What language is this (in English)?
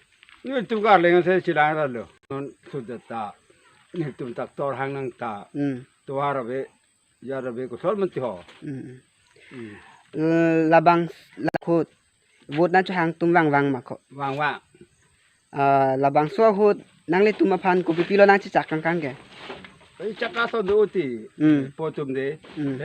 Karbi